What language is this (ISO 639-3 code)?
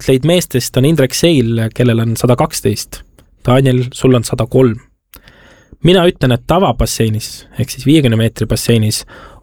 est